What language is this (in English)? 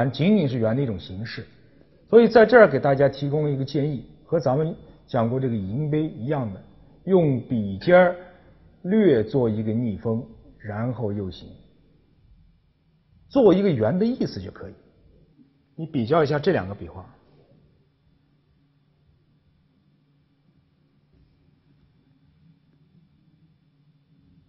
Chinese